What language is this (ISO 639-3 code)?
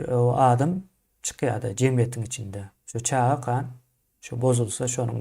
tuk